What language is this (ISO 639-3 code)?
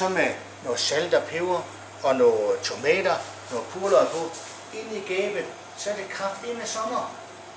dan